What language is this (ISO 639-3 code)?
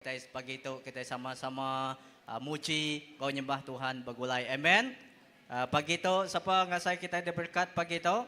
iba